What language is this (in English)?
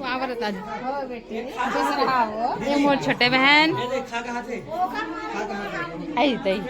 Chhattisgarhi